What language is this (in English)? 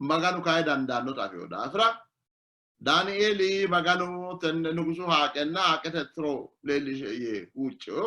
Sidamo